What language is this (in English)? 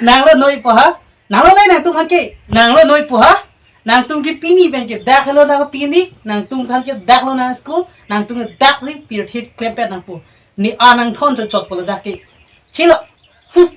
Karbi